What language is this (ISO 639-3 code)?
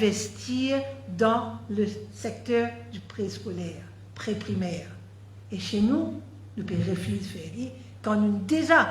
mfe